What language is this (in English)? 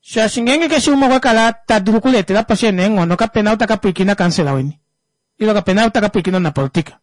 Kuanyama